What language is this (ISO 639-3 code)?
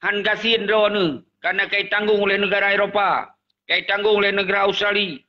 ace